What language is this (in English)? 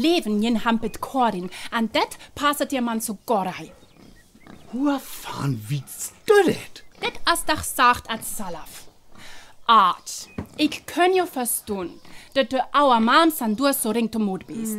Northern Frisian